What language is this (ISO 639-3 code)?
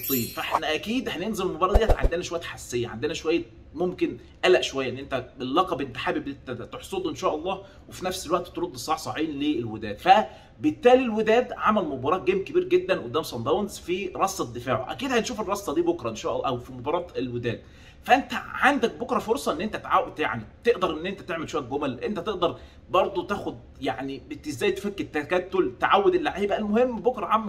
arz